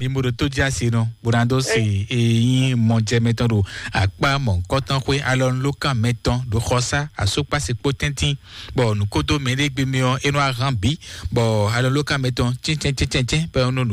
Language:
Fon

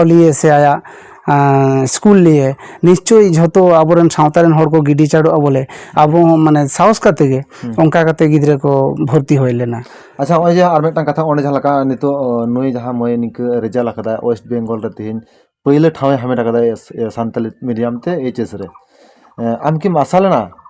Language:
Santali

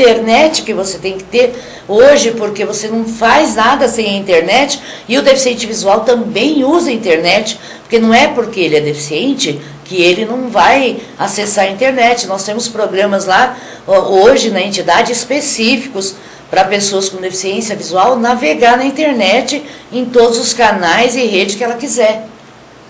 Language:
Portuguese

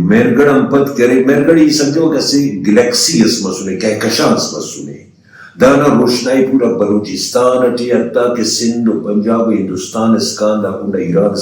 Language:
Brahui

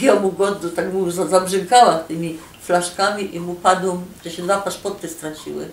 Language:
Silesian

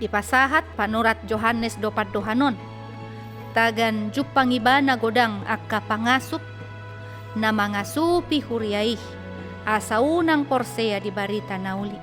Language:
Batak Toba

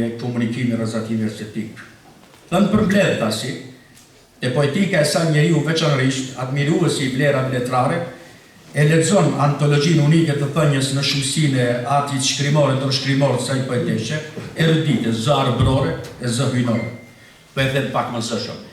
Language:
Albanian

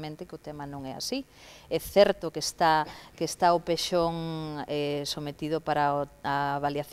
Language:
Galician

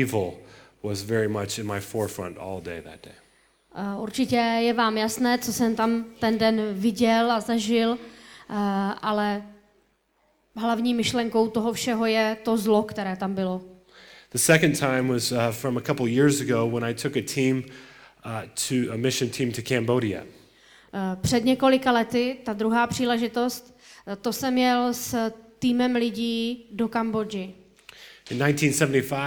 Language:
Czech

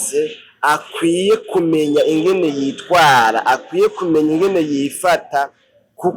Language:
Rundi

